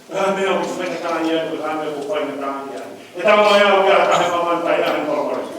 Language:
Tongan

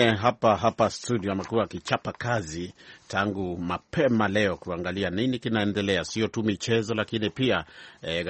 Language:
Swahili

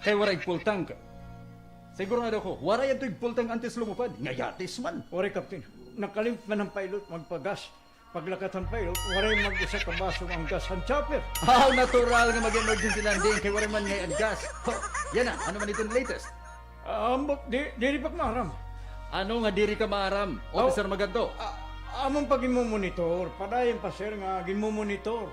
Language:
Waray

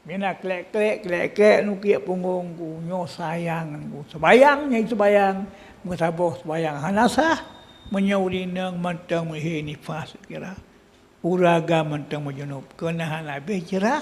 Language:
Achinese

